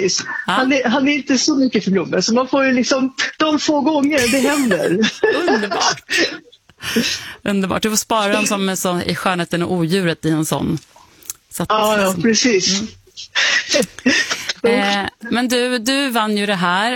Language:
Swedish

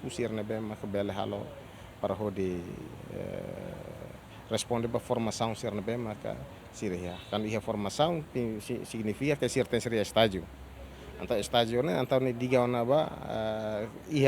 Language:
Tetum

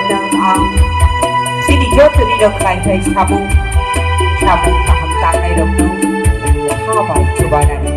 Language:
Kok Borok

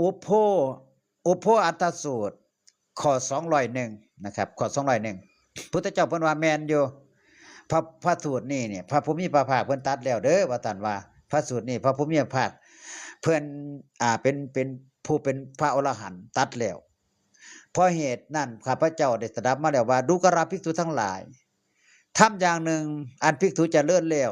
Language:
Northeastern Thai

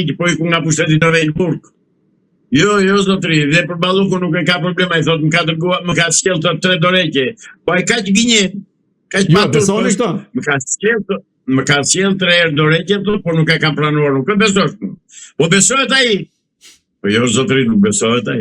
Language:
Albanian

